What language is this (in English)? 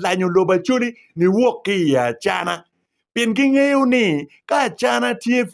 Acoli